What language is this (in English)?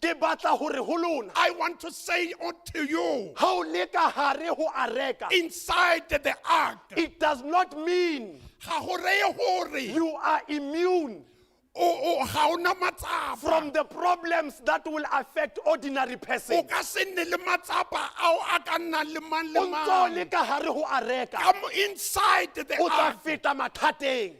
Southern Sotho